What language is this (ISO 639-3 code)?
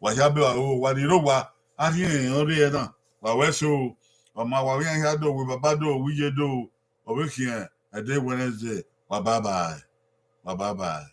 bin